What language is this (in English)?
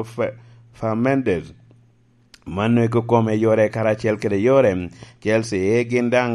Lango (Uganda)